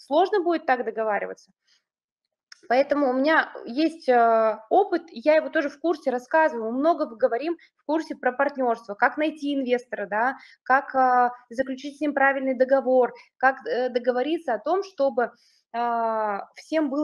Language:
Russian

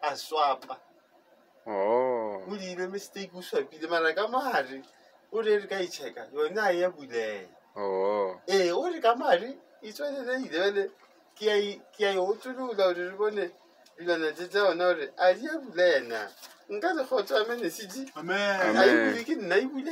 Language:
Northern Sotho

